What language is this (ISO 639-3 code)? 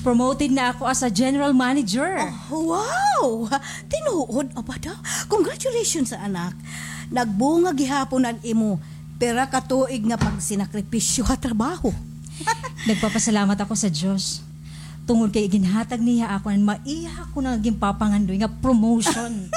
war